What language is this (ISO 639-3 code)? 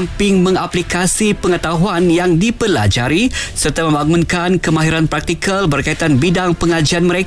msa